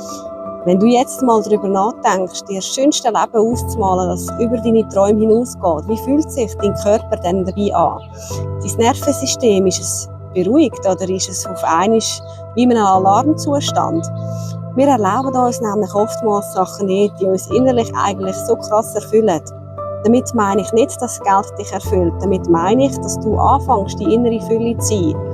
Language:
Swiss German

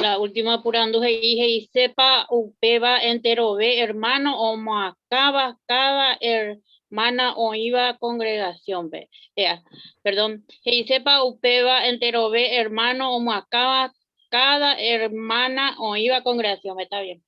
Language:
Guarani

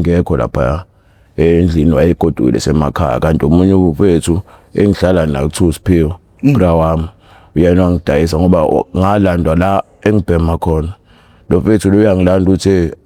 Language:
Zulu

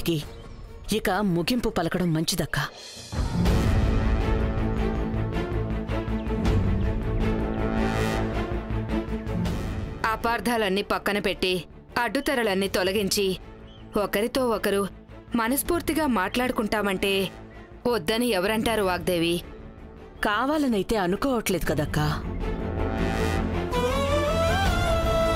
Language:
Telugu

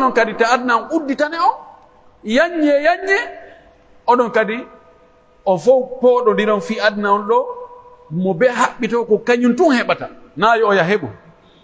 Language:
Pular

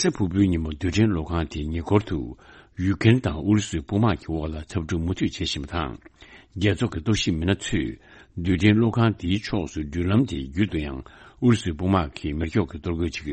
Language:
Tibetan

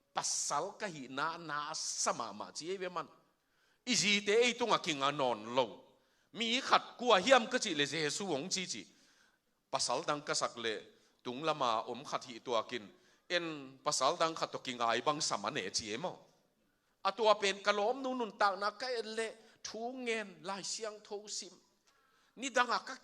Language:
Tedim Chin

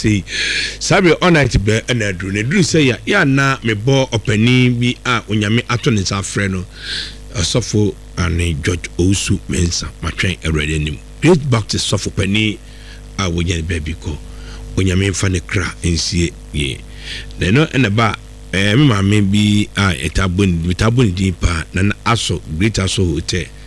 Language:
Akan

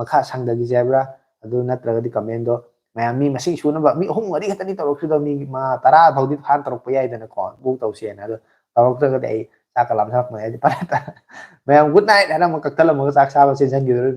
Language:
Manipuri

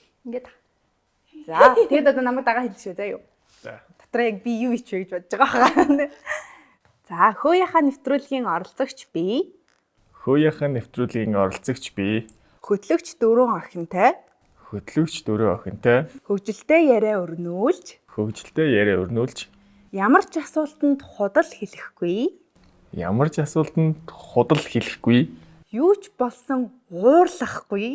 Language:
Mongolian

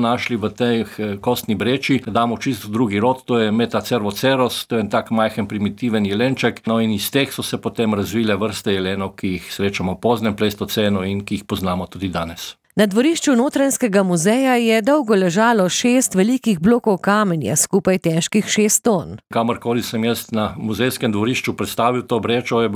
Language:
Slovenian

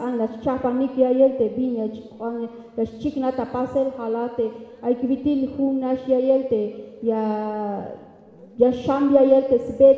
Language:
Tzeltal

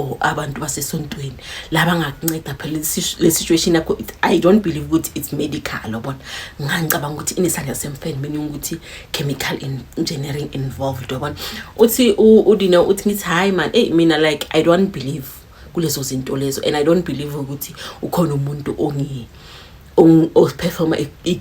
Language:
Zulu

